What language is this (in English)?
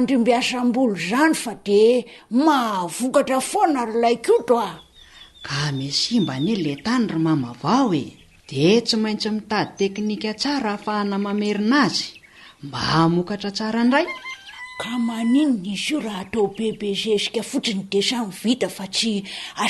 Malagasy